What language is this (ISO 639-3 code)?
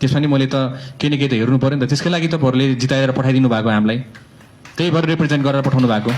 nep